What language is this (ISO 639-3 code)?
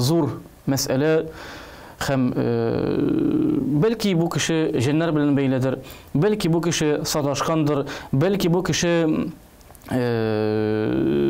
tat